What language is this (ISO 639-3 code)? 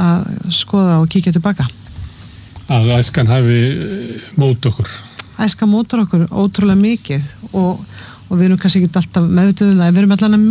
isl